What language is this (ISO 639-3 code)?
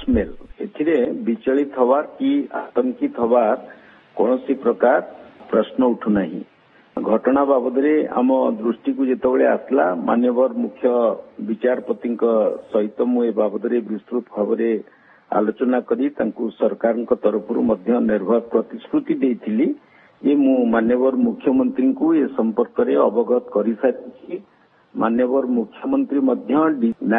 ori